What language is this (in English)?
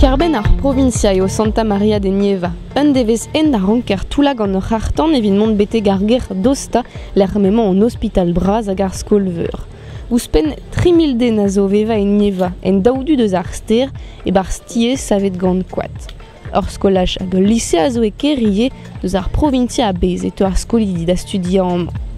Breton